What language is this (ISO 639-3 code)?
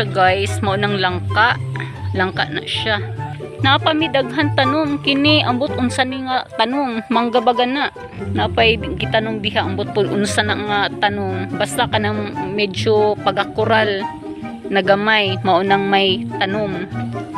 ceb